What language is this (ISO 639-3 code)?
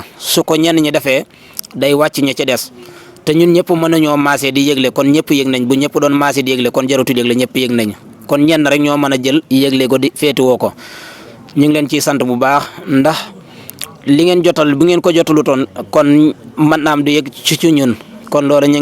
wol